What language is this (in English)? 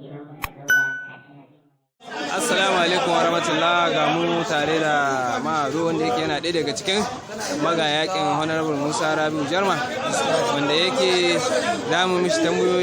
Hausa